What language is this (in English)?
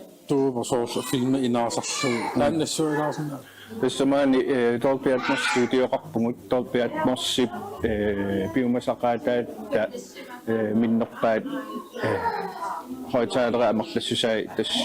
Kalaallisut